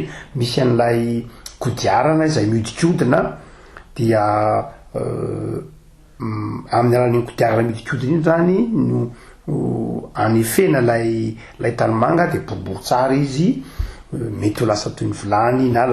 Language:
Malagasy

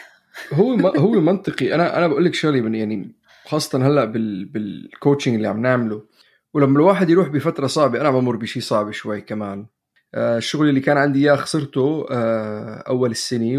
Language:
North Levantine Arabic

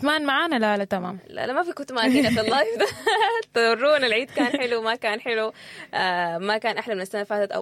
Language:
Sudanese Arabic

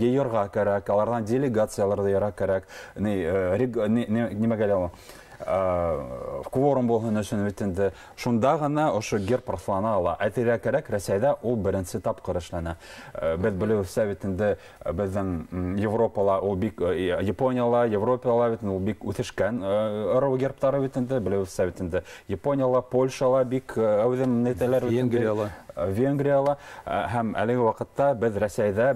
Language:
Bashkir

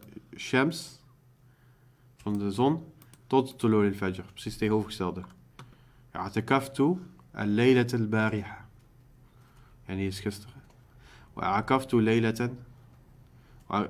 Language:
Dutch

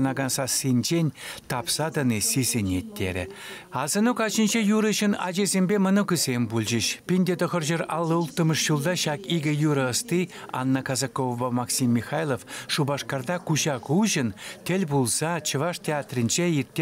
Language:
Chuvash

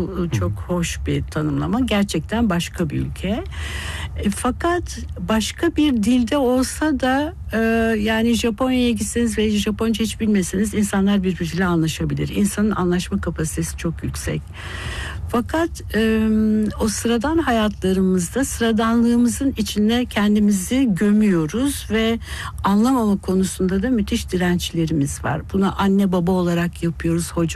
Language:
Turkish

